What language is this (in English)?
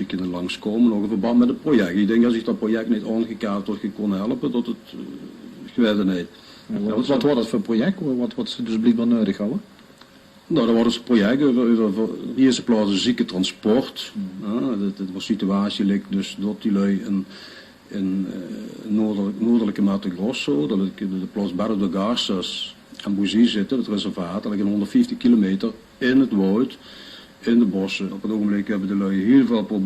Limburgish